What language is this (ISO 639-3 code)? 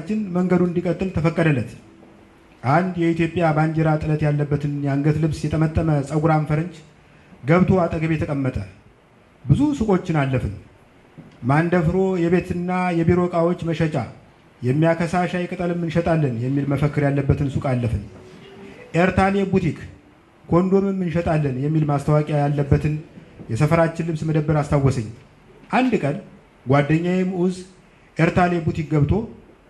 amh